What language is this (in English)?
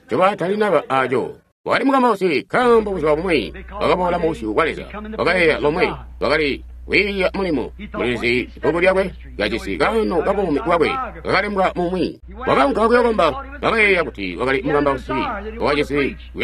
Tonga (Zambia)